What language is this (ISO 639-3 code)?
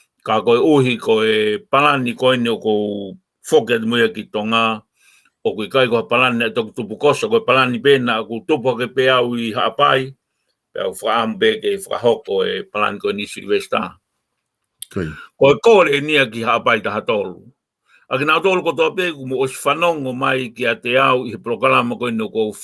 ton